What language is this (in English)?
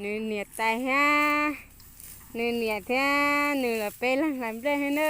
Hmong